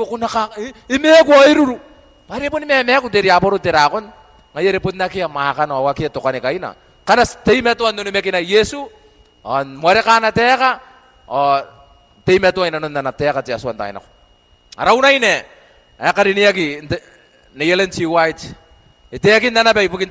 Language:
Gilbertese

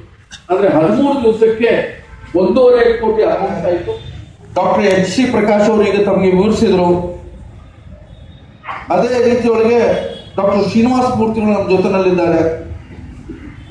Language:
Kannada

